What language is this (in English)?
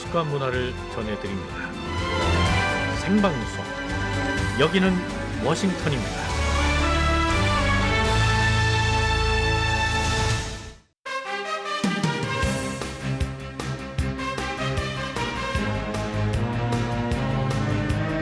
Korean